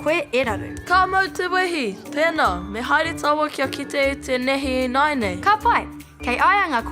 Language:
Māori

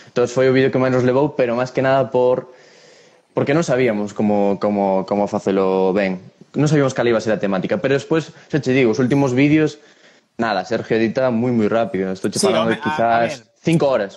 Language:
Galician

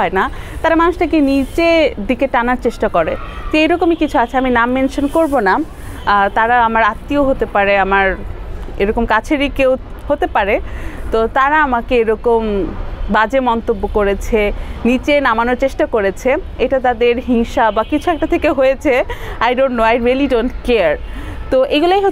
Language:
Bangla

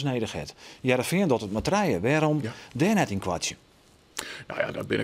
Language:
Western Frisian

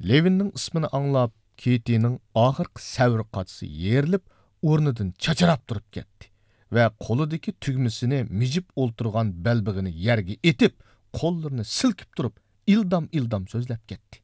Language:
Uyghur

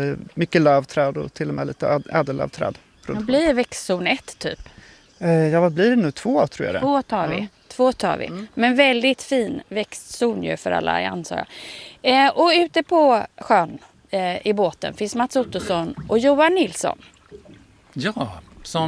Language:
Swedish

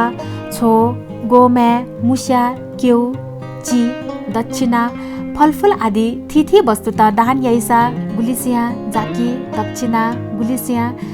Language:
Newari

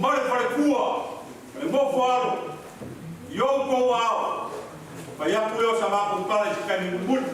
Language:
Samoan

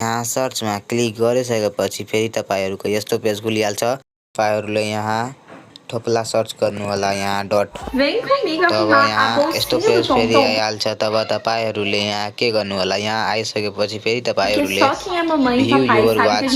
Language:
Nepali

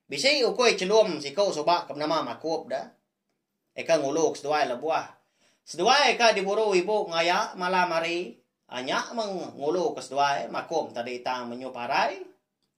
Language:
Iban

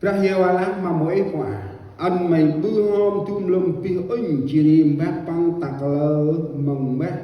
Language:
Central Mnong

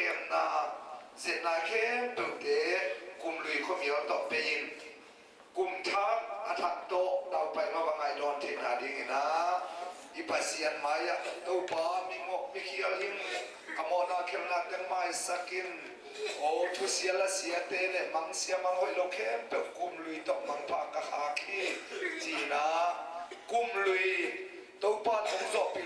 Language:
Tedim Chin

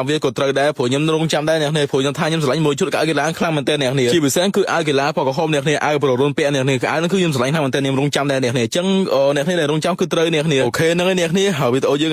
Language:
Khmer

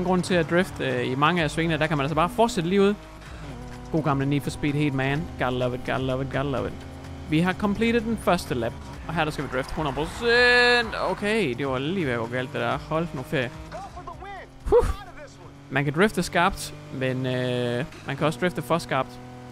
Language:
Danish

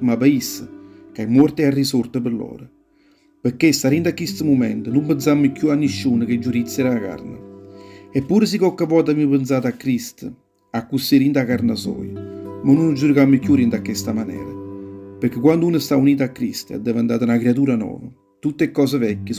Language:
Neapolitan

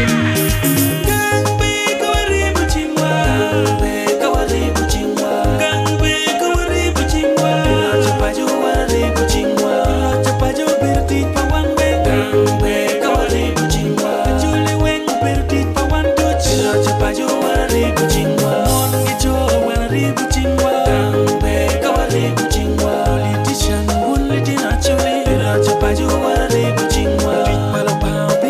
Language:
Acoli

